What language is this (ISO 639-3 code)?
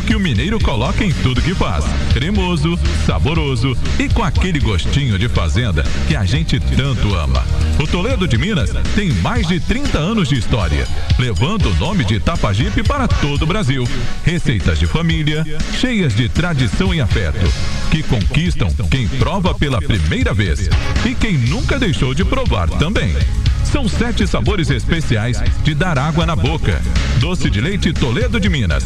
por